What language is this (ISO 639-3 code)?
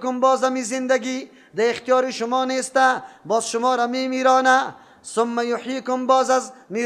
fas